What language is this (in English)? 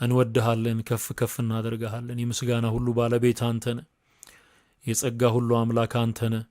Amharic